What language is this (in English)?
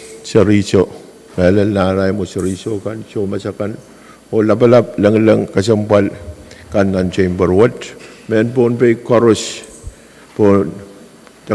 Pohnpeian